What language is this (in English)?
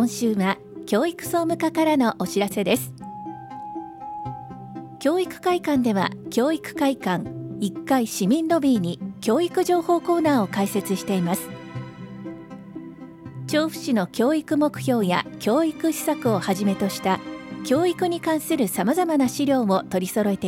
Japanese